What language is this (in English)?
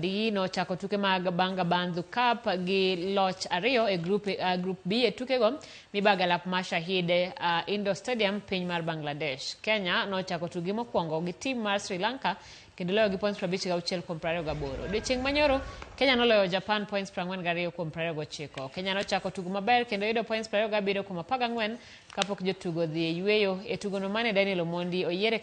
Luo (Kenya and Tanzania)